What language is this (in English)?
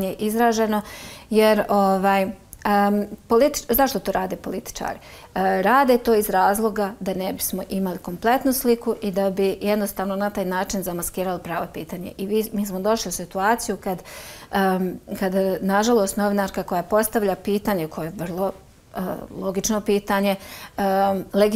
Bosnian